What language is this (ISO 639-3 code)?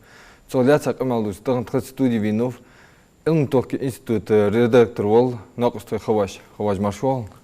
inh